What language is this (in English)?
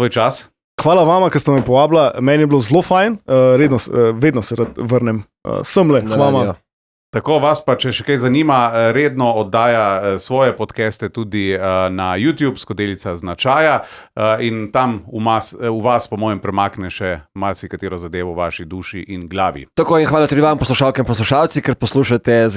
Slovenian